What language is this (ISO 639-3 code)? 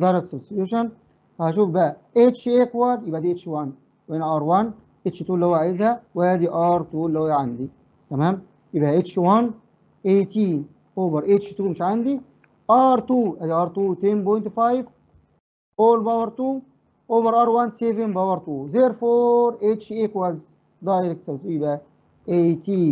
arz